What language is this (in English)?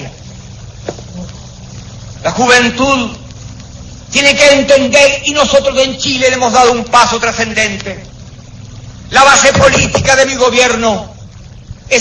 Spanish